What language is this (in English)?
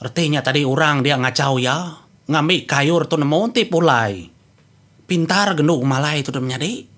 Iban